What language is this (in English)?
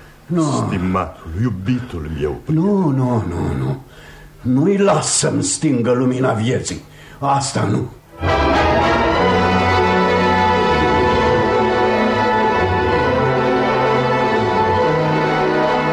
Romanian